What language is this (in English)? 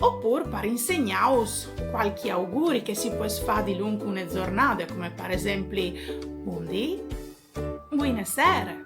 Friulian